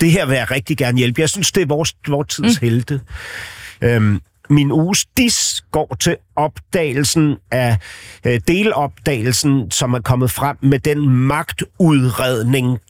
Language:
Danish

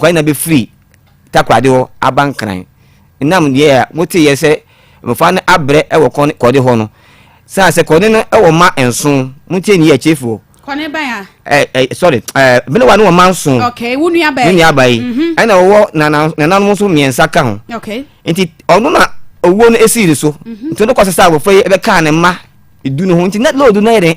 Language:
Akan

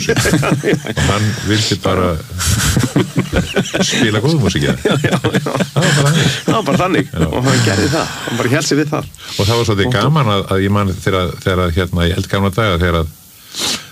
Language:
Icelandic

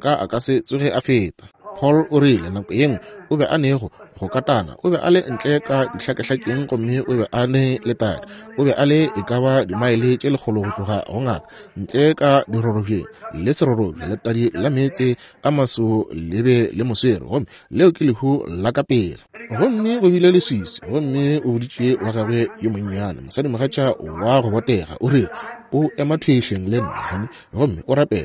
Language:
Northern Sotho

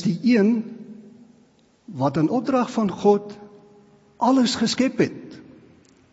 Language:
Afrikaans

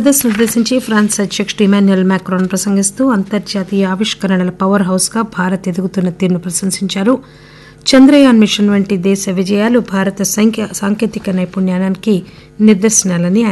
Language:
Telugu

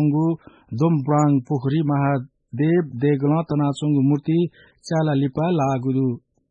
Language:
Newari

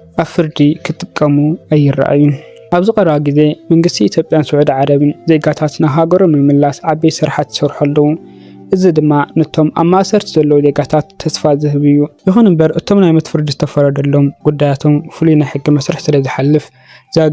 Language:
Tigrinya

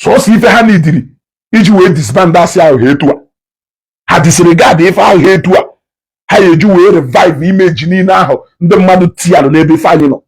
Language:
Igbo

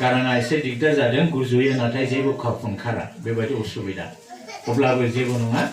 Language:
Bodo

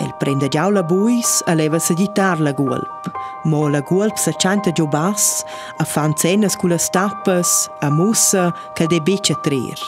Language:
Romansh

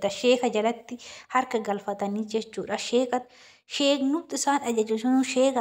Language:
Oromo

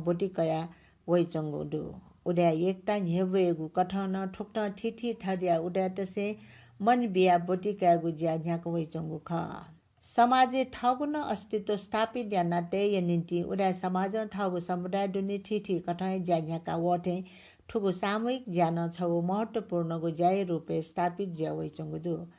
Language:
Newari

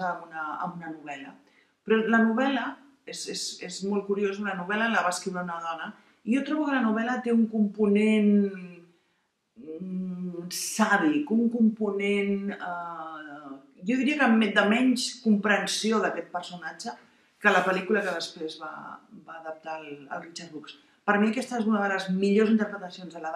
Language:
Catalan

